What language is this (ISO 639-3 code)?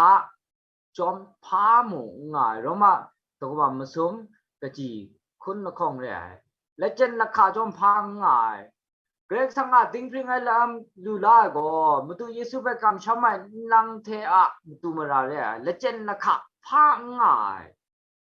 kac